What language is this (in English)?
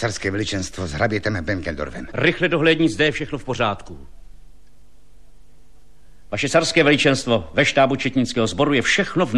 Czech